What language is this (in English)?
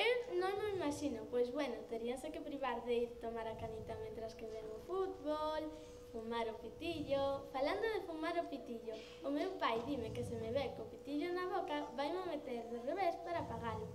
Galician